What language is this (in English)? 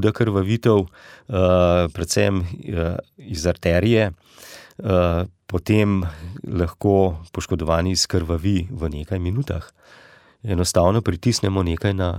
Slovenian